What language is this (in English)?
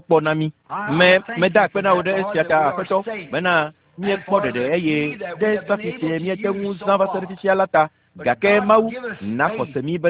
Ewe